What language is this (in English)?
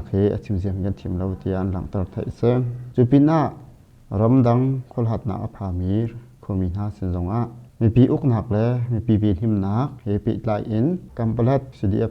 Hakha Chin